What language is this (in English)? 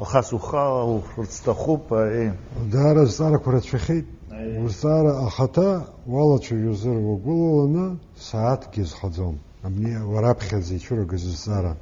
Abkhazian